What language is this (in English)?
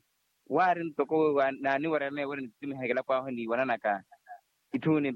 Makhuwa